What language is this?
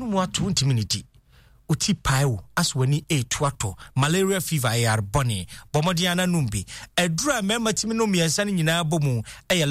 Akan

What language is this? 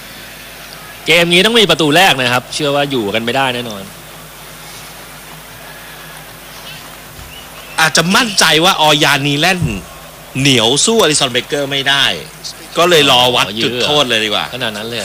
Thai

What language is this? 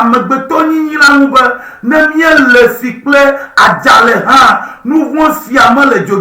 Ewe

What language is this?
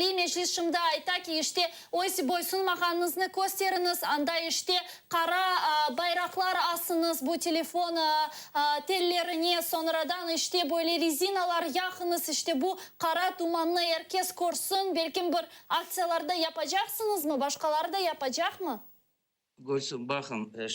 Crimean Tatar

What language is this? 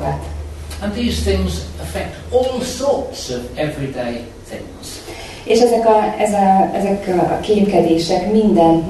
Hungarian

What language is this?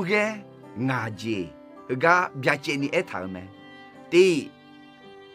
Akha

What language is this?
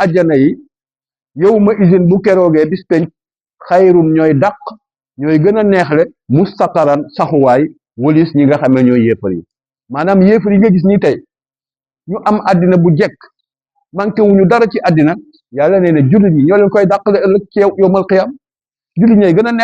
Wolof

